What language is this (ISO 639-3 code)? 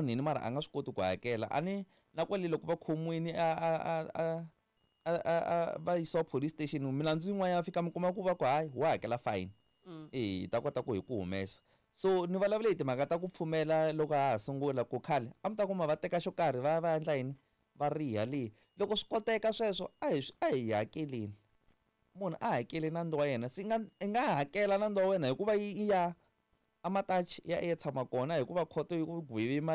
tso